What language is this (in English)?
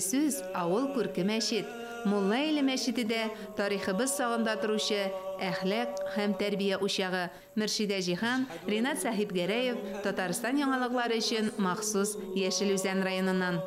Tatar